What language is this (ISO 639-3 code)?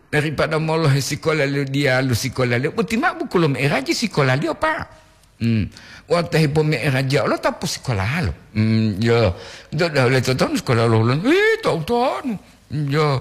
gor